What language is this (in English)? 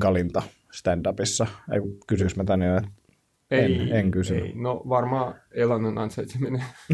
Finnish